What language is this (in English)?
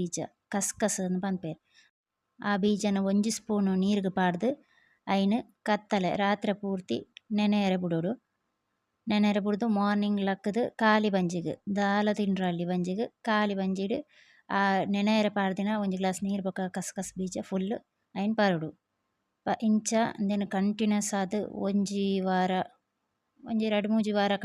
Tulu